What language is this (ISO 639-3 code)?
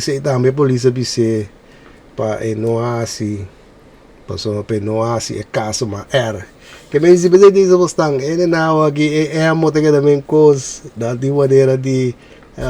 pap